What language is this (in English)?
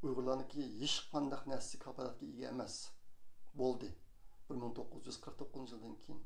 Uyghur